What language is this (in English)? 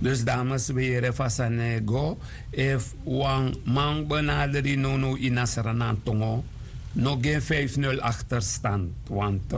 Sranan Tongo